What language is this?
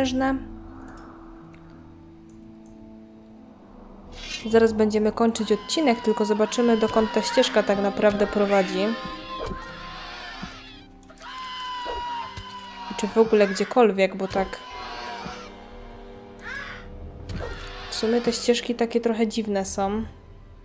Polish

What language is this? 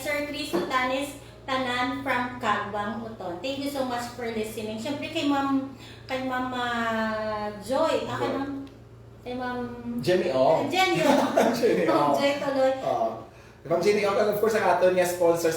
Hiligaynon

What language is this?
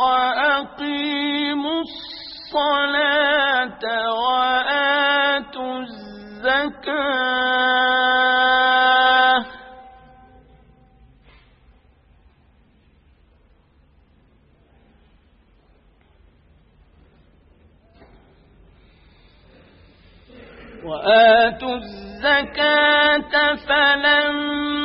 Arabic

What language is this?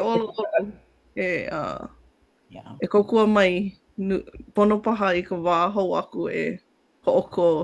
Hawaiian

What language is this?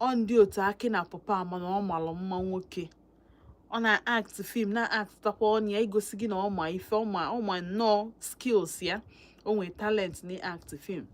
Igbo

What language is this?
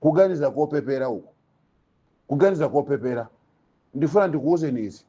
Nyanja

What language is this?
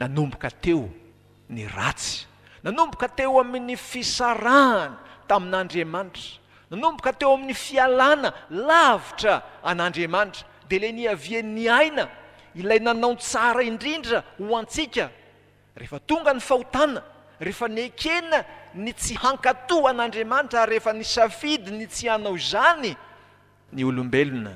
Malagasy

